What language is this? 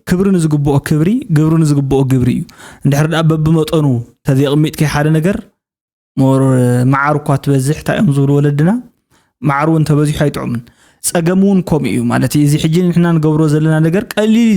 Tigrinya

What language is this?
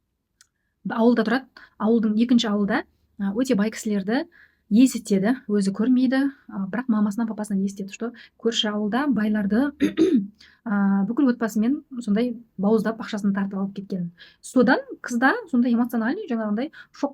Kazakh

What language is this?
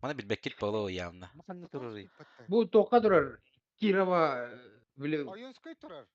Yakut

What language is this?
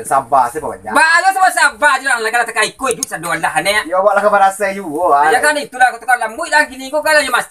Minangkabau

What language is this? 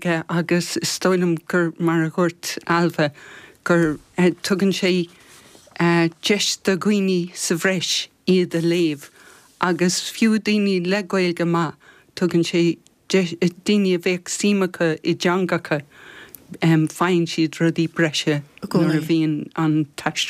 Irish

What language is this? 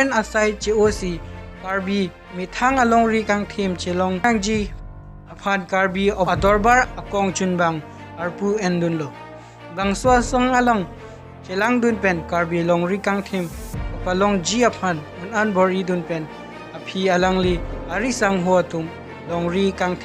Karbi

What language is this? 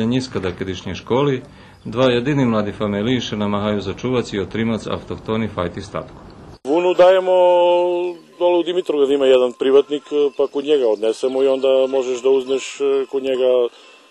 Rusyn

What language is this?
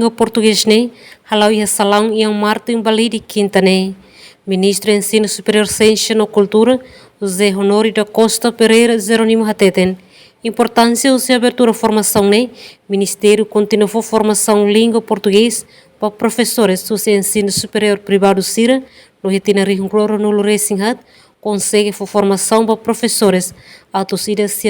Tetum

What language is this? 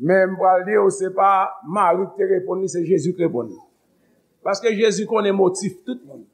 Haitian Creole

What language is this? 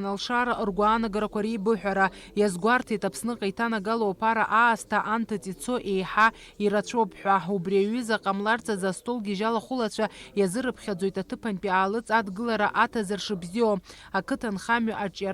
Abkhazian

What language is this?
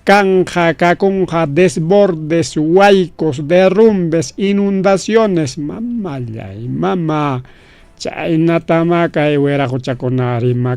Ayacucho Quechua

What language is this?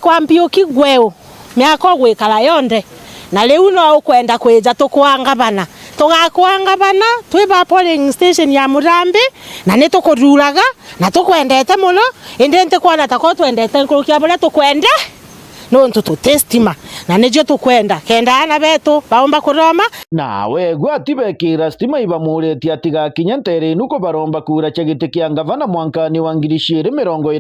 Meru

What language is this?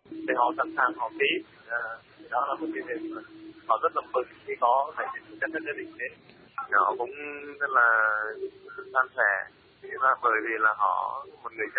Vietnamese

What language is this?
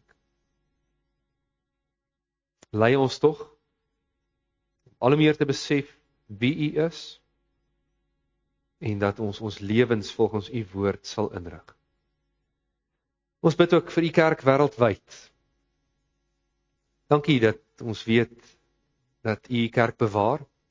Afrikaans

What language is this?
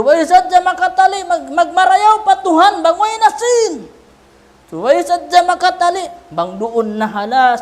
Tausug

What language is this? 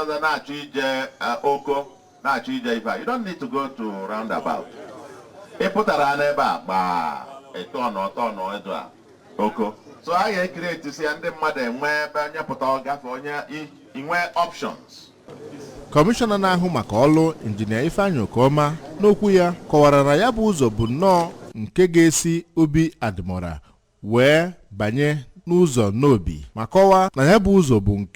Igbo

